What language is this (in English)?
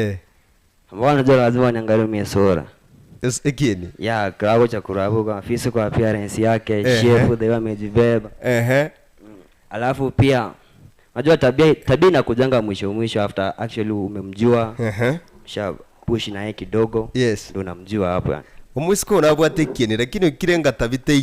Gusii